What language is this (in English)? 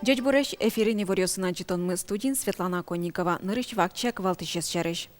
Udmurt